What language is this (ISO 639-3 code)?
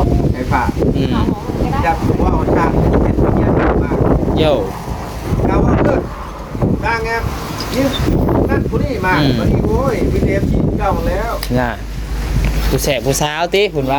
tts